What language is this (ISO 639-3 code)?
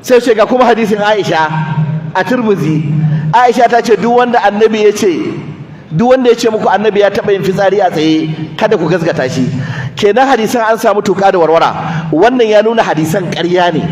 hau